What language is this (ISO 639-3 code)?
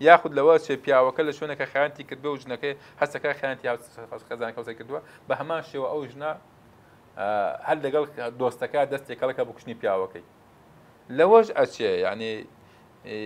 ckb